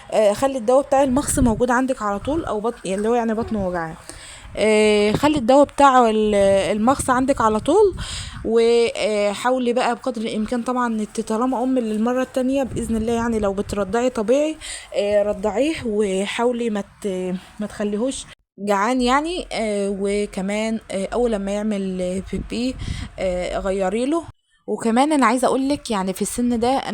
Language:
Egyptian Arabic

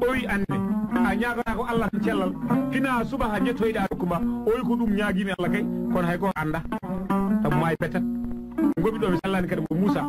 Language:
Fula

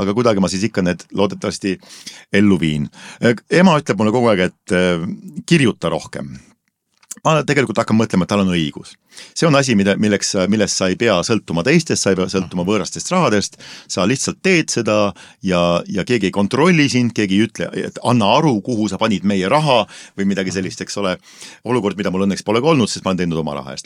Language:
Estonian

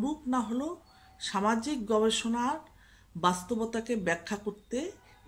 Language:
Bangla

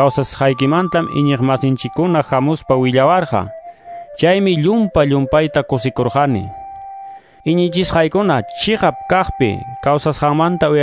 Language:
Quechua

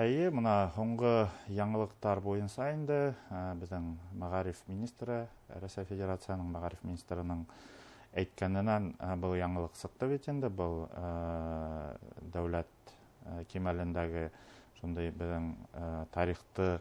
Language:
Bashkir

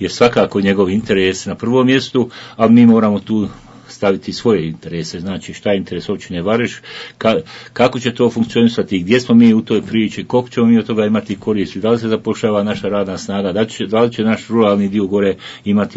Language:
Bosnian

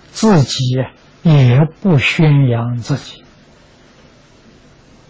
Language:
Chinese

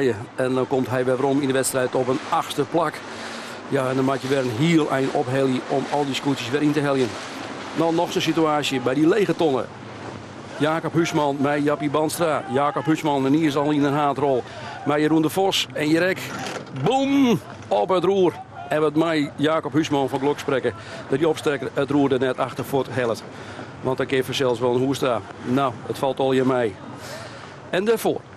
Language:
Western Frisian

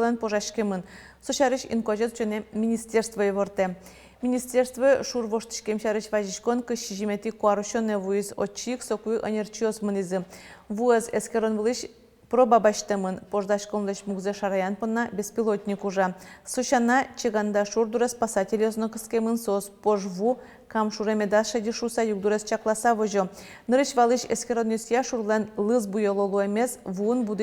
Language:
Udmurt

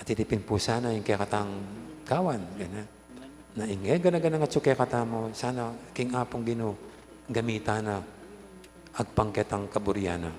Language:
Pampanga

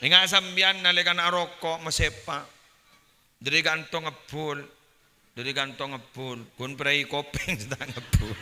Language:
Madurese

